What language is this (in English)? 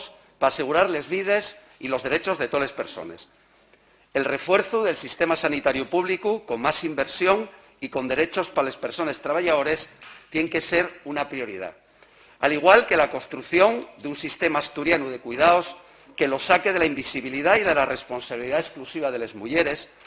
Asturian